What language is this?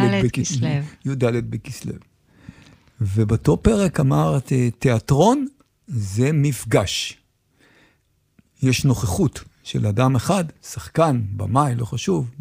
Hebrew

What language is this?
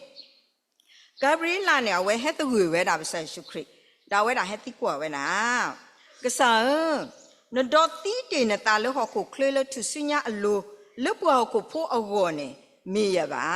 S'gaw Karen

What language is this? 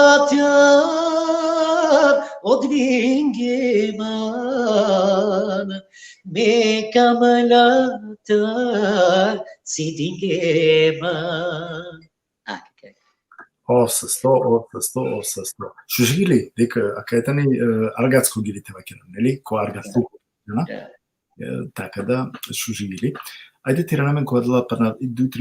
Balkan Romani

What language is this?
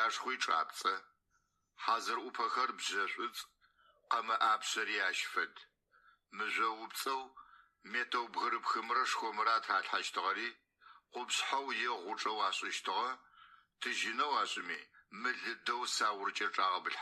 Adyghe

